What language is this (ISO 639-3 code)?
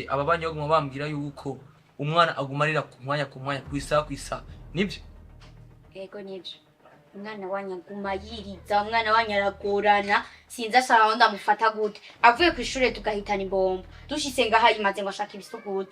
run